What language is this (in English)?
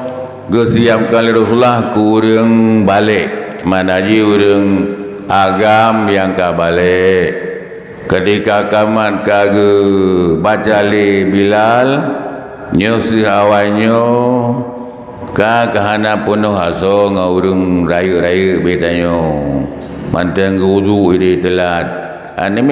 Achinese